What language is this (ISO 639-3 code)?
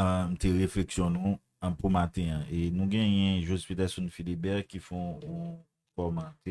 hat